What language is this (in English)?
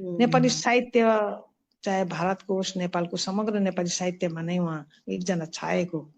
Nepali